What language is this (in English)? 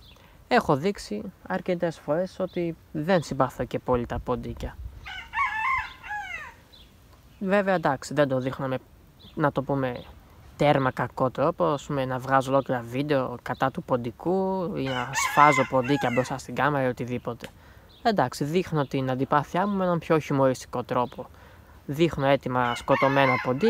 Greek